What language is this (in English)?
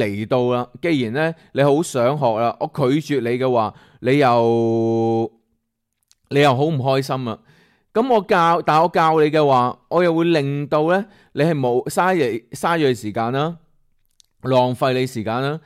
Cantonese